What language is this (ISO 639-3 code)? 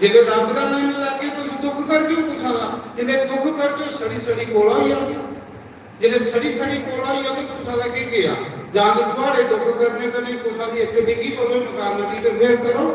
doi